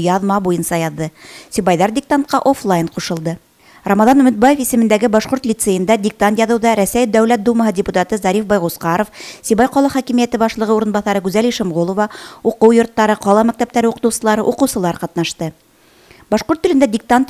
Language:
Bashkir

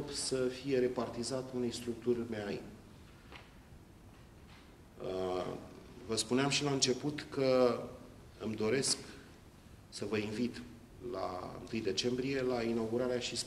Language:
Romanian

